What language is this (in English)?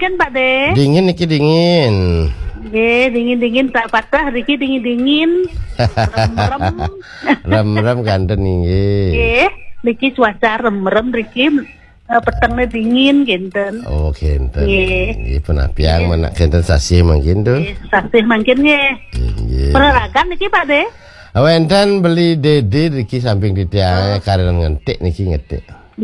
Balinese